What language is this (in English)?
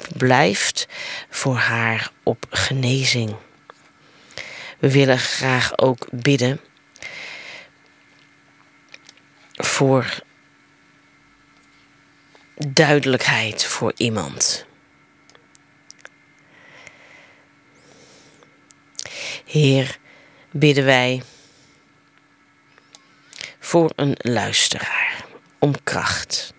Dutch